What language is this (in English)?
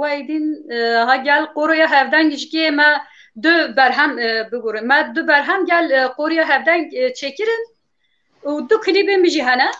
Kurdish